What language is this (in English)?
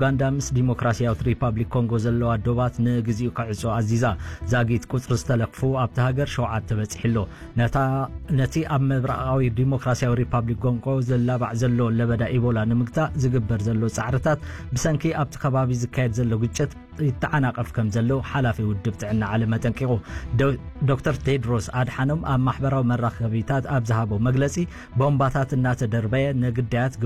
Tigrinya